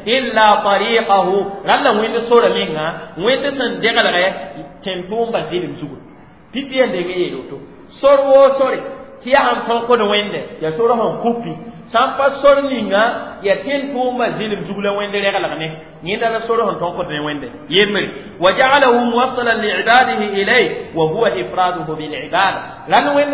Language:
Mossi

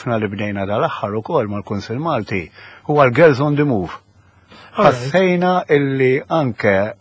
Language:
Maltese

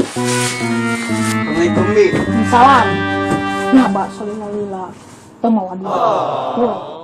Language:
Sundanese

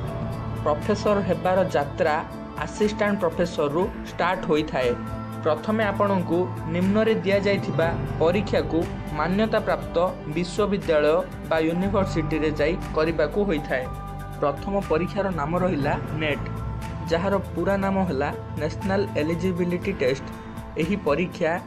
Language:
Odia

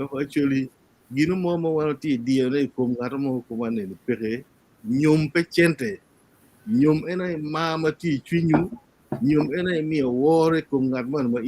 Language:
Acoli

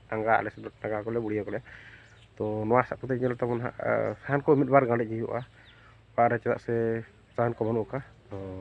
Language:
Santali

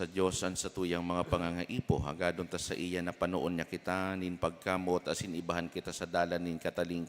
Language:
Bikol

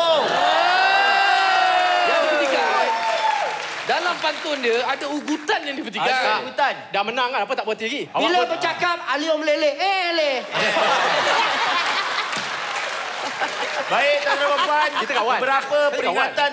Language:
Malay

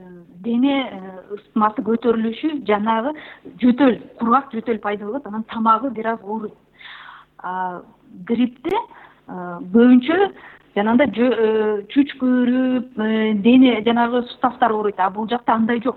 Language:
Kyrgyz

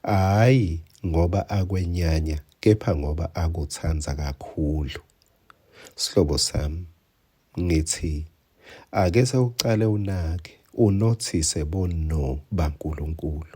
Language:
Swati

